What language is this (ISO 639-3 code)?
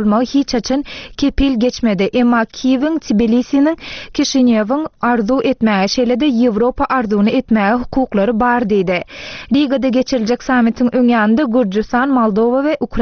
tuk